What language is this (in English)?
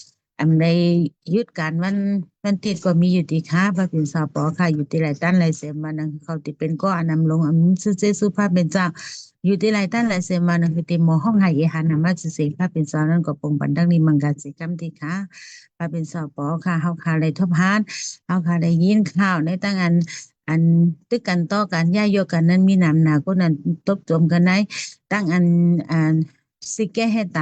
Shan